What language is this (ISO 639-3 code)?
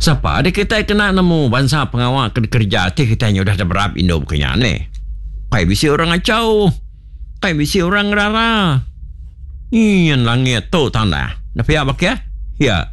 iba